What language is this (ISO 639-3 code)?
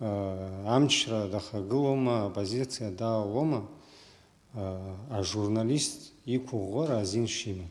abk